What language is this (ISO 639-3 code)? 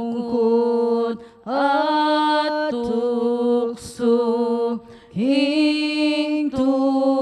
pam